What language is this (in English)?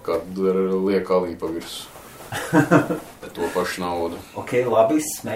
Latvian